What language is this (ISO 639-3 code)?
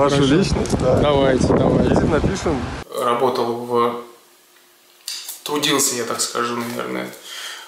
rus